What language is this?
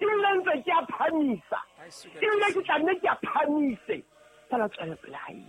Southern Sotho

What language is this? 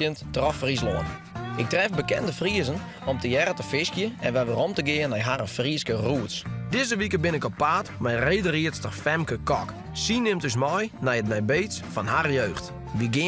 Western Frisian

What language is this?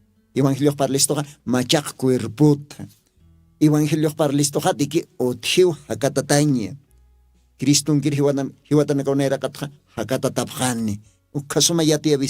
Aymara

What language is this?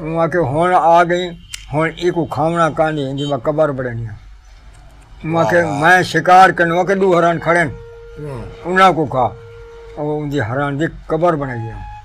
Saraiki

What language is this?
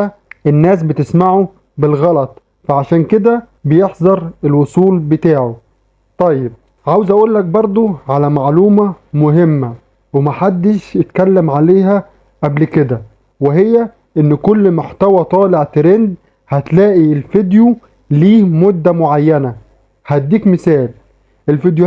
Egyptian Arabic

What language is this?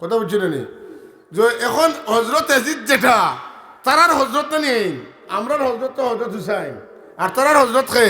Sylheti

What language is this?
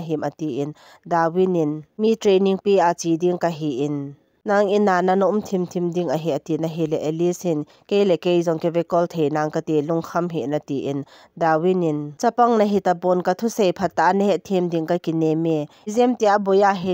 Thado Chin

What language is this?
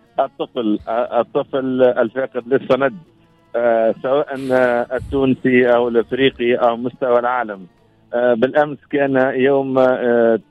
Tunisian Arabic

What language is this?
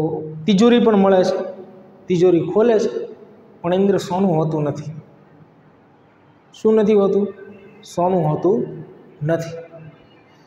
Gujarati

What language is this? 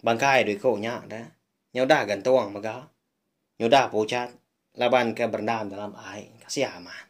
Iban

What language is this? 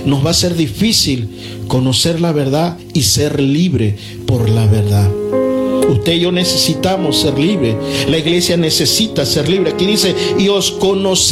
Spanish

